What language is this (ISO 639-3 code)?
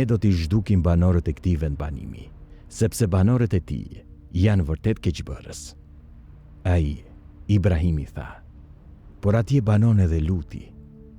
sqi